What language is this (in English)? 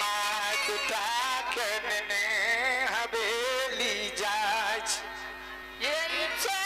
Maithili